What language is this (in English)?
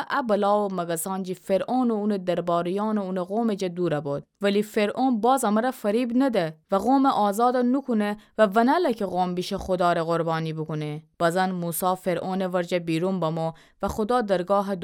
Gilaki